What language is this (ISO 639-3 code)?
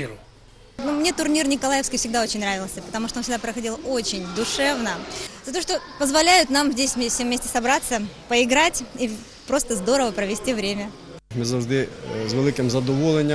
ukr